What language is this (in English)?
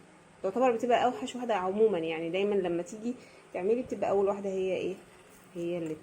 Egyptian Arabic